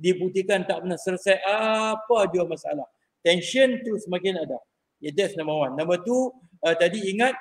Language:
Malay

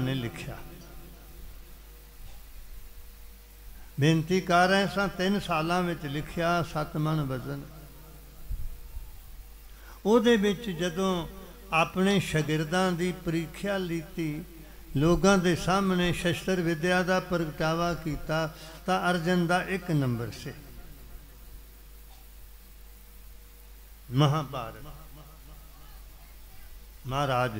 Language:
Punjabi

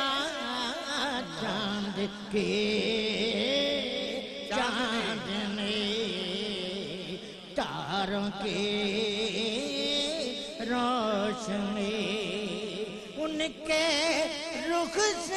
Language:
Urdu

